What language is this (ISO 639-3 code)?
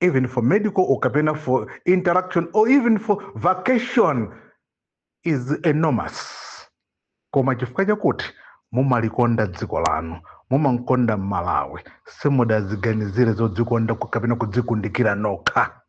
nya